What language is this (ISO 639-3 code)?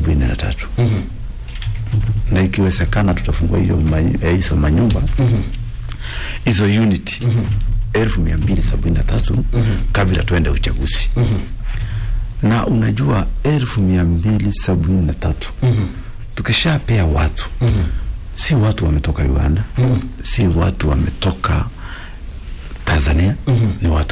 swa